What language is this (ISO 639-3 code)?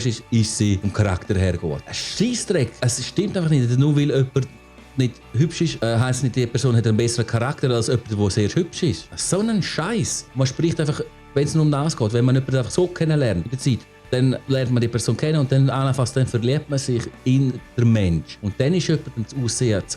gsw